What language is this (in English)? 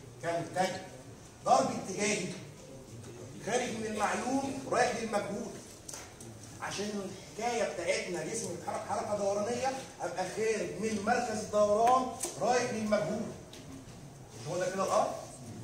Egyptian Arabic